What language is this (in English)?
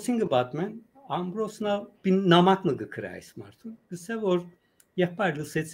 Western Armenian